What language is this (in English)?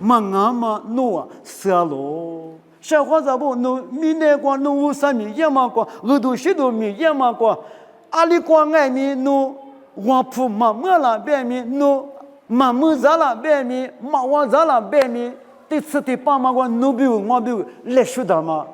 Lisu